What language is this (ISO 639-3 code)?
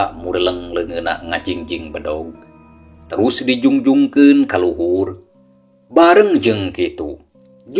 sun